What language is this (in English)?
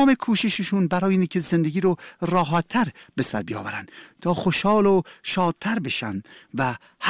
Persian